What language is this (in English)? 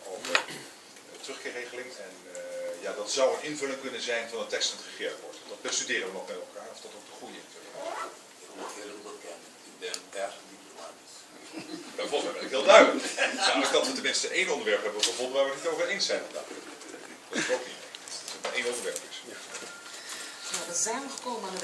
Dutch